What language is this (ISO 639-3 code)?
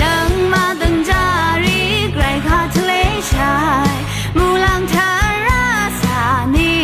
raw